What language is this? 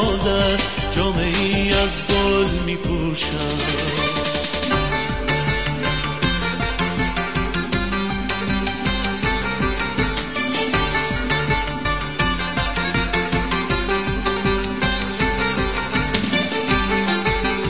Persian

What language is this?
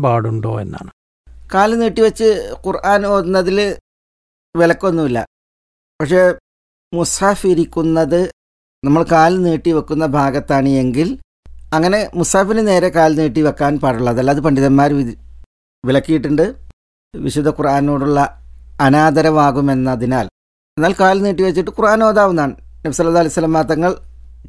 Malayalam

